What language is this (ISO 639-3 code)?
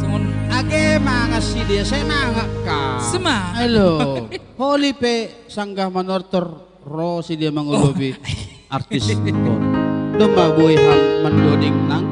bts